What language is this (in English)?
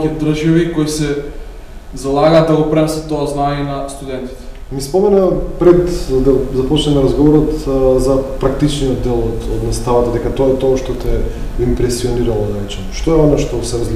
Macedonian